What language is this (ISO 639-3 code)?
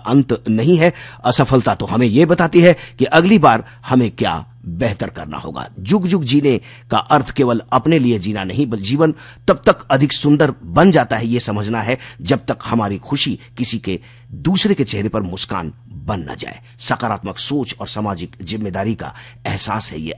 hin